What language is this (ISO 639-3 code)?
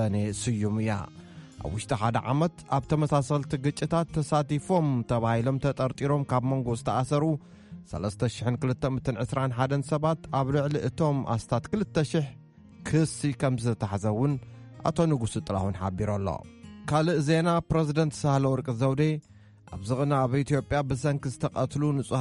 tir